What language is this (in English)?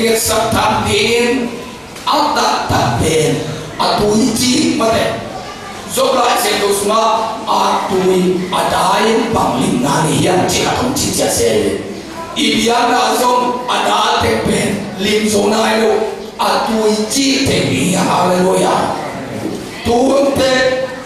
Tedim Chin